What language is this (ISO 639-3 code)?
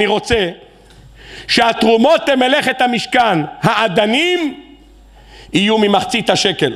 heb